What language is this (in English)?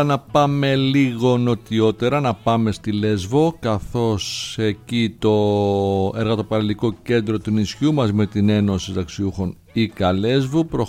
Greek